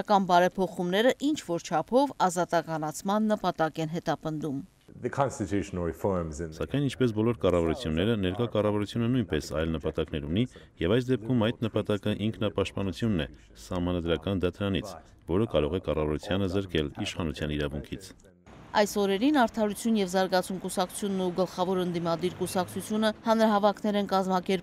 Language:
Armenian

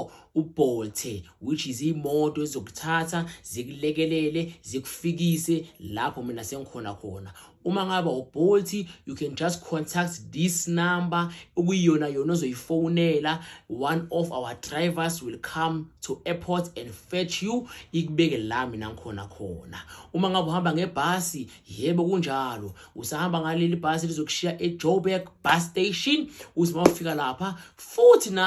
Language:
Zulu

